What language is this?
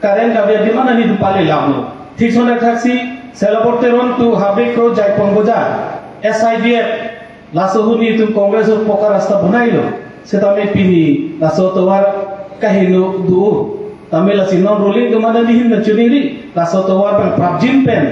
Karbi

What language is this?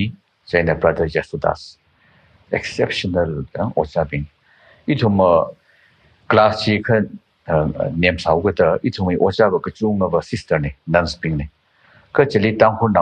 Tangkhul Naga (India)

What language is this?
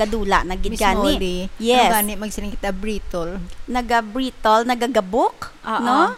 Hiligaynon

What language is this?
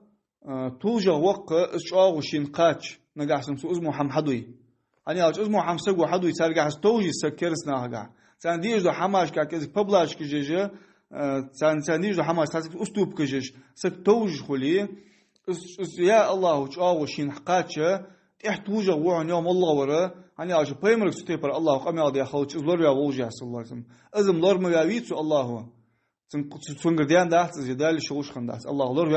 Ingush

